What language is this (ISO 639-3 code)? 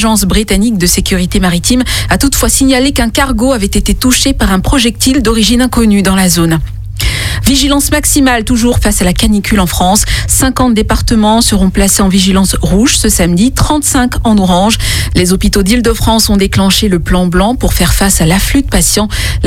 fra